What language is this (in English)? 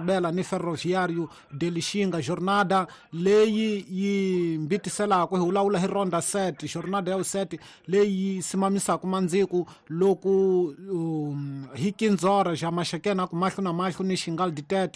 Tsonga